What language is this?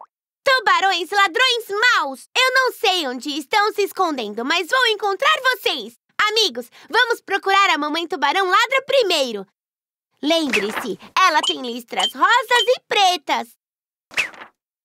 Portuguese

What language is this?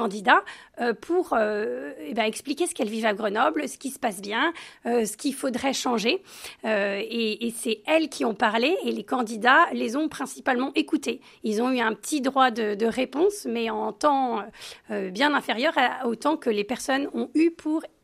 French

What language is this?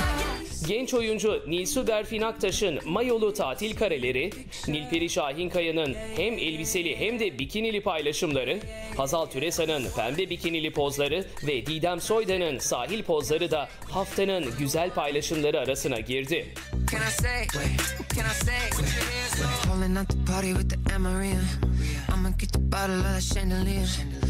Turkish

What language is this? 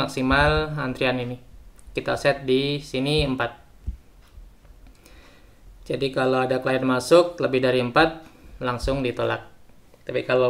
Indonesian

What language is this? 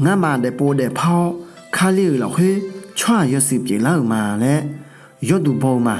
Akha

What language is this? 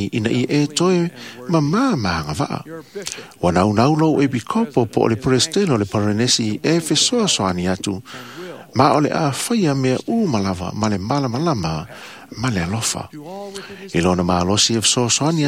Samoan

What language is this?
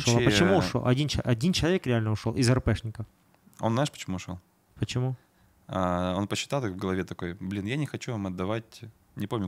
Russian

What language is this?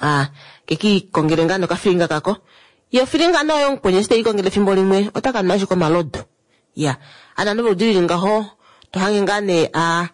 Kuanyama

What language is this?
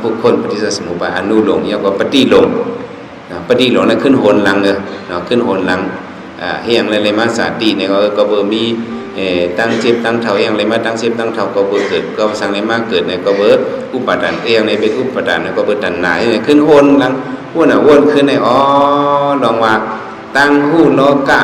Shan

